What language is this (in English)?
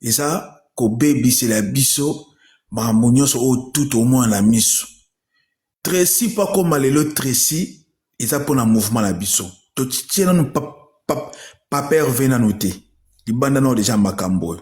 Lingala